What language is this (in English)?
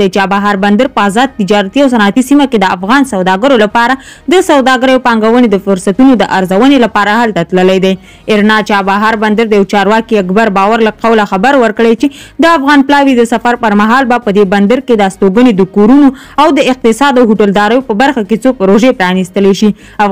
Pashto